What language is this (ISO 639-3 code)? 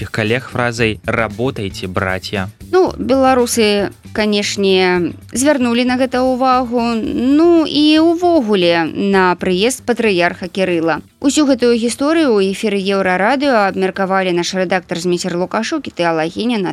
bel